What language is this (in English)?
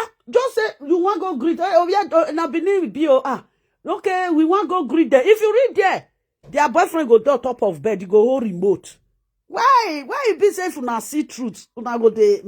Nigerian Pidgin